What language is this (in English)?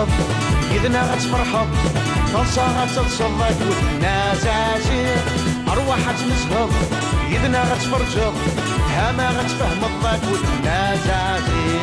Kabyle